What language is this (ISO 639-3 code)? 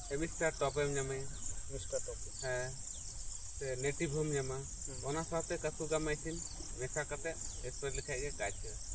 sat